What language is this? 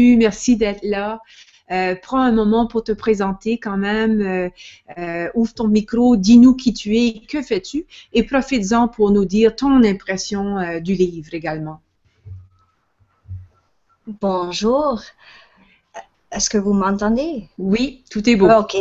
French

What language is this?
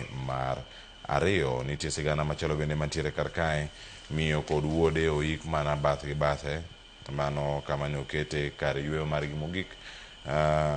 Luo (Kenya and Tanzania)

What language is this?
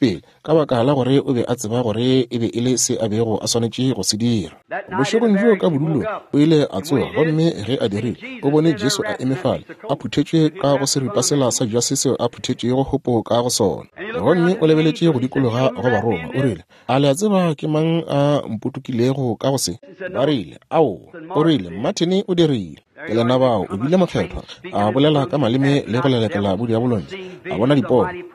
Northern Sotho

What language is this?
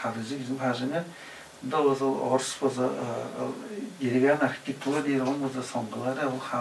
Tuvinian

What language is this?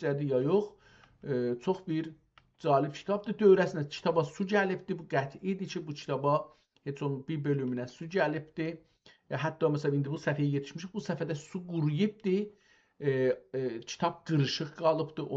South Azerbaijani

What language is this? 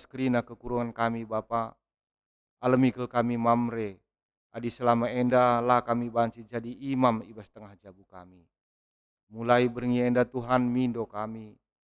Batak Karo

